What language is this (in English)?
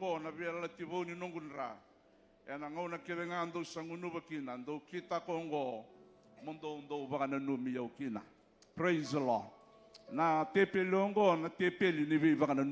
Fijian